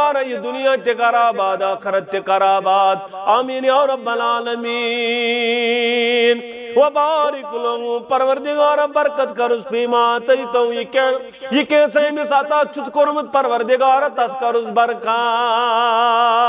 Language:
Kashmiri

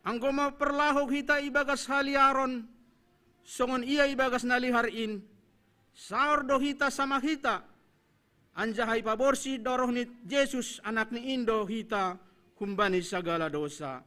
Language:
Batak Simalungun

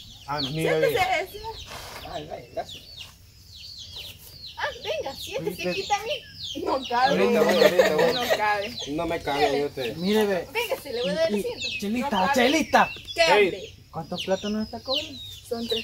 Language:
Spanish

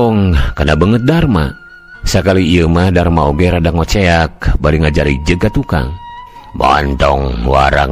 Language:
Sundanese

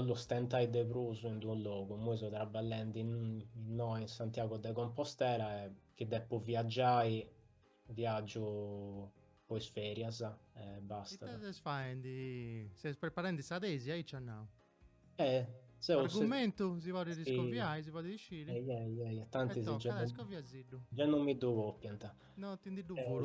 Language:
Sardinian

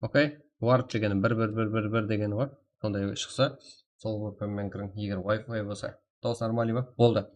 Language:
Kara-Kalpak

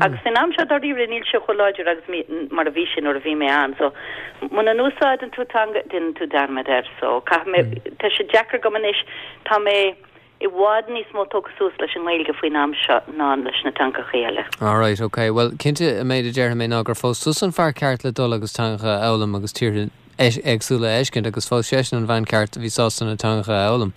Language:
Irish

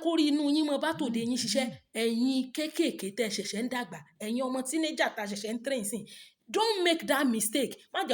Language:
Yoruba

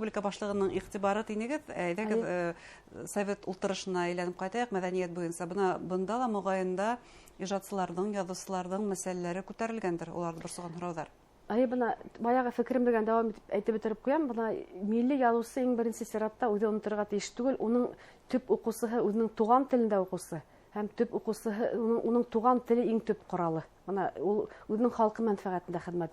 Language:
Bashkir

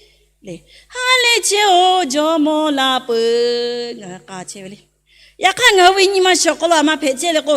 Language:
Lahu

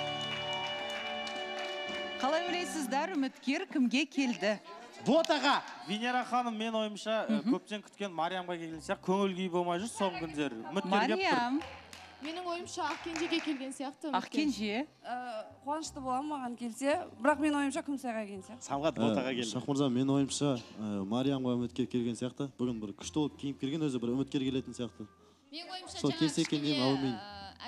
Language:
Kazakh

